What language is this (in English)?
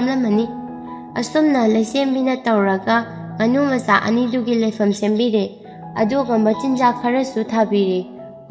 Manipuri